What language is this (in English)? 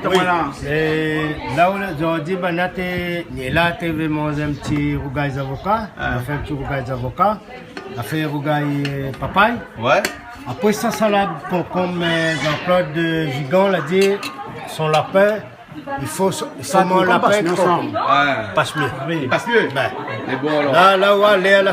Réunion Creole French